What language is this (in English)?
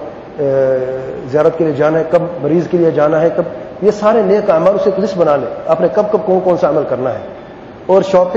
Urdu